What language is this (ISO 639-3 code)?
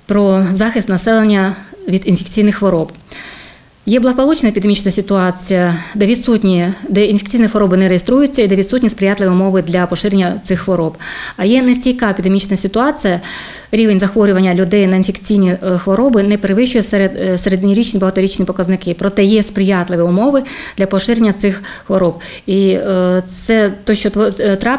ukr